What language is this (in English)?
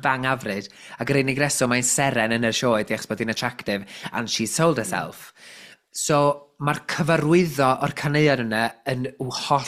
Welsh